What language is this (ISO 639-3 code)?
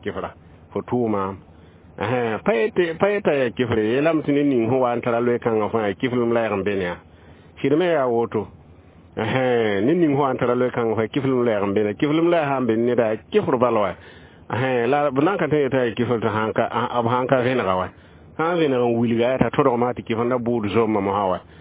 mos